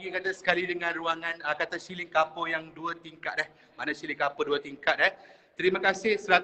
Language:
Malay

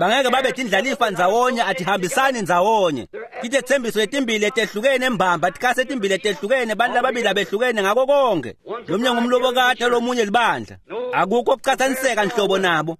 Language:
Swati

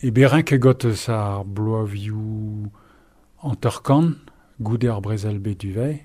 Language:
Breton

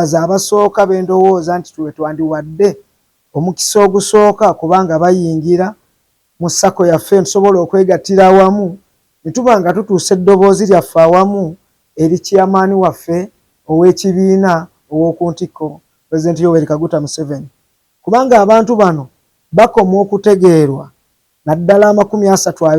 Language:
Ganda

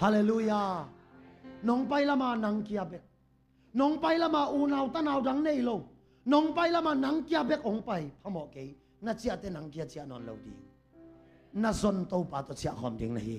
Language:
Tedim Chin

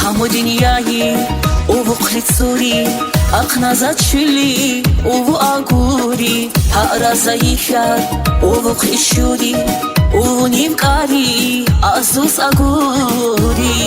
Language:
Tabassaran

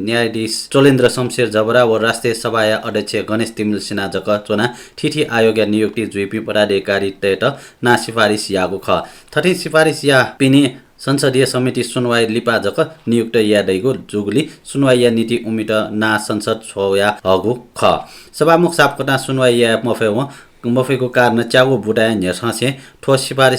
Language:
Newari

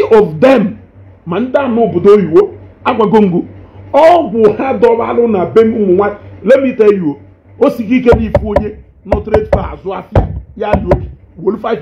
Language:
Igbo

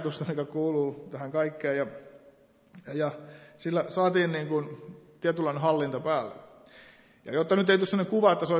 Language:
Finnish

